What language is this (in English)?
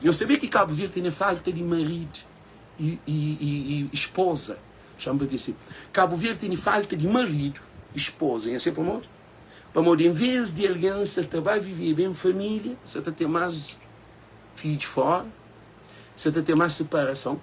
Kabuverdianu